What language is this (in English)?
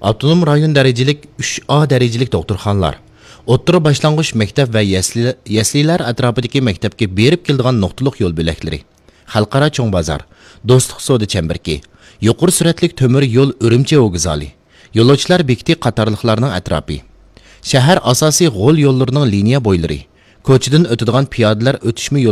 Uyghur